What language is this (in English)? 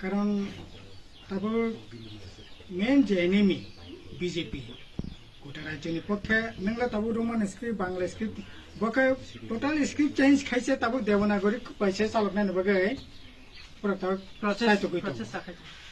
Kok Borok